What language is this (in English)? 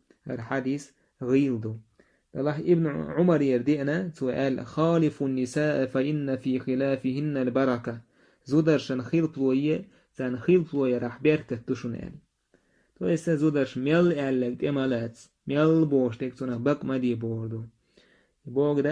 Chechen